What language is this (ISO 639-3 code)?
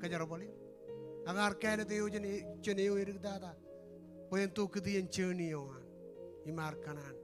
mah